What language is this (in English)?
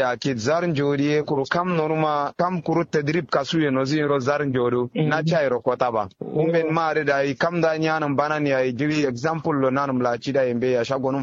Kanuri